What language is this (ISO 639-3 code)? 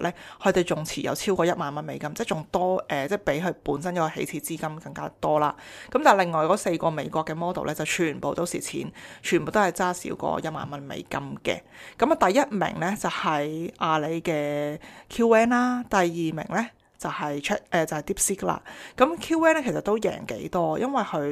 yue